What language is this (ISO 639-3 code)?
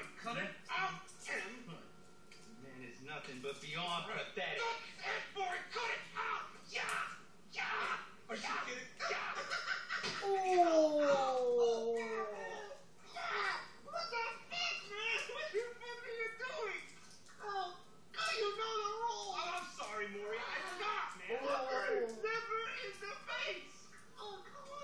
eng